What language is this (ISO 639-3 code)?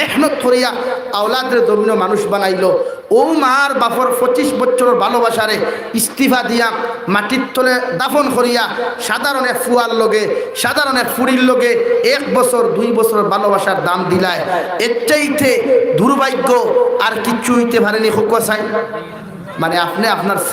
syl